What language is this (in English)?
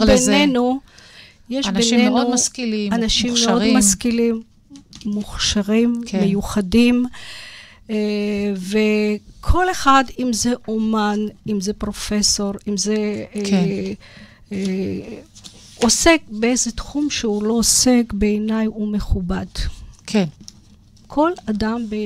Hebrew